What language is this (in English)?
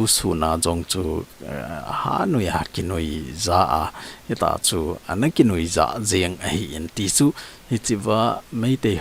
Thado Chin